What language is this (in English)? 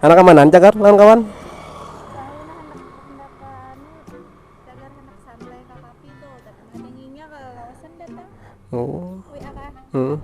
Banjar